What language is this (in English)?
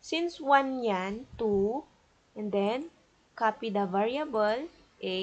Iloko